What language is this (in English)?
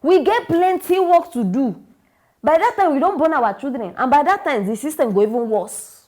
Nigerian Pidgin